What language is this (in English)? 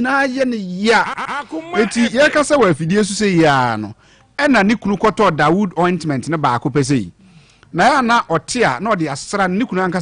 Akan